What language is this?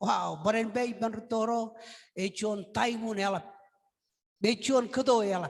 Marshallese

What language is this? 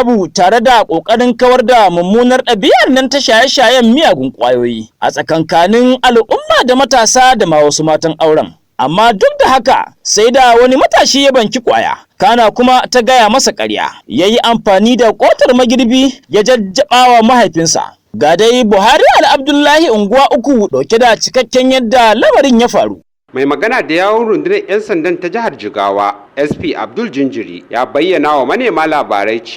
Hausa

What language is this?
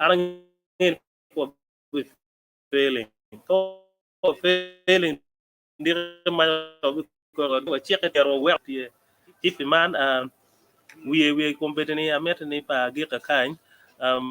Acoli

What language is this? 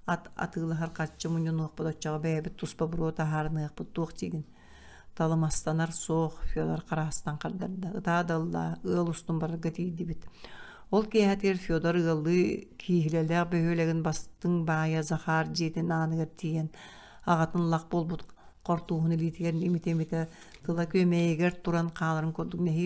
Yakut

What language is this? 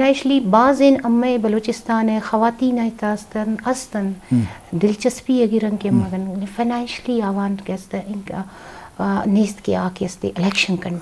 Eastern Balochi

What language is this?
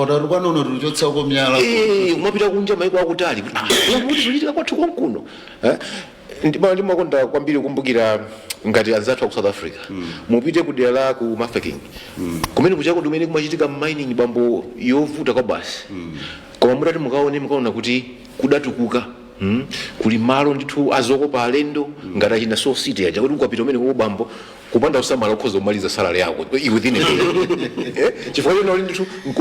Nyanja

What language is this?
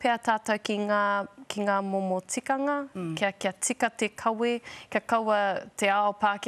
Māori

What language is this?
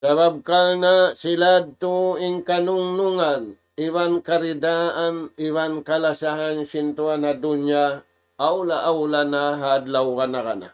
Tausug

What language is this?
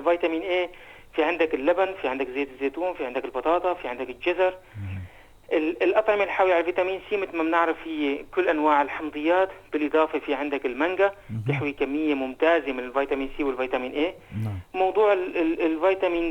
North Levantine Arabic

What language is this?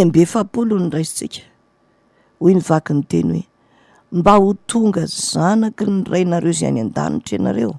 Malagasy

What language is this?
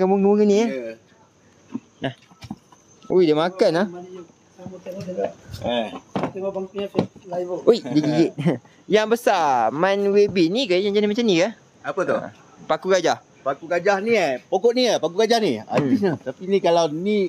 Malay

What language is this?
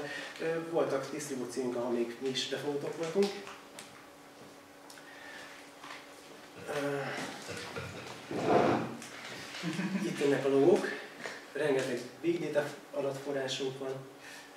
Hungarian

